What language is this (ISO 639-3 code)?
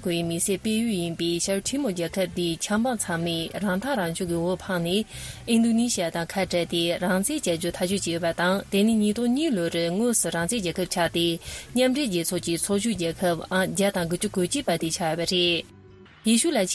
bod